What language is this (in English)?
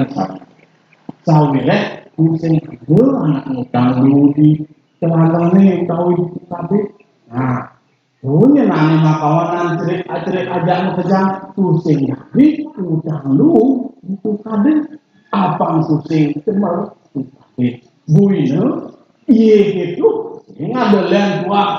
Balinese